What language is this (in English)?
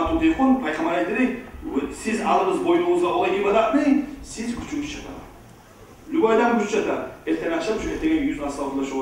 Kumyk